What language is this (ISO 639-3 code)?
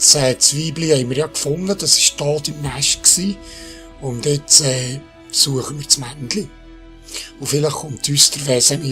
gsw